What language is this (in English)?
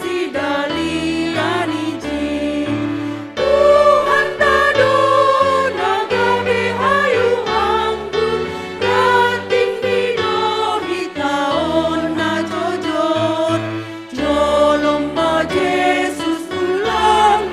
Batak Simalungun